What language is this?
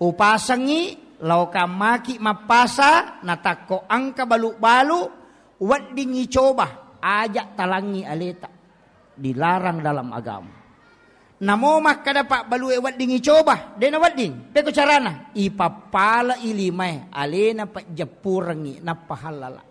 Buginese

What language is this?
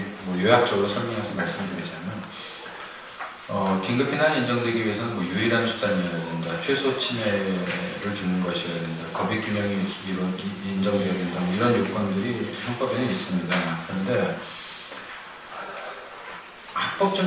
Korean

